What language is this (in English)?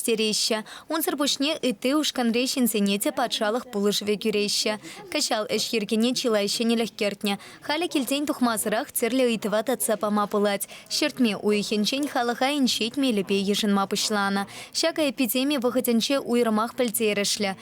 Chuvash